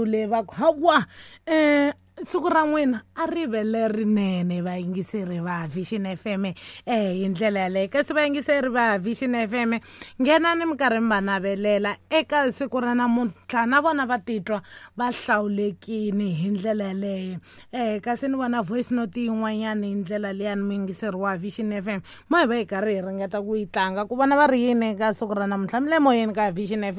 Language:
Tsonga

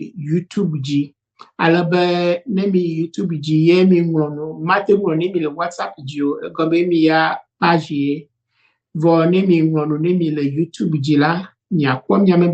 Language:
Ewe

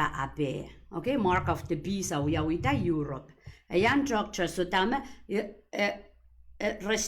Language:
Pohnpeian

